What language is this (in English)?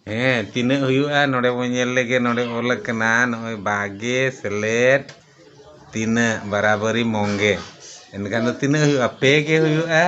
Santali